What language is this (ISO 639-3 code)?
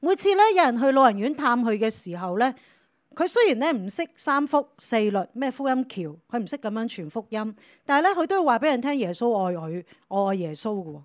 yue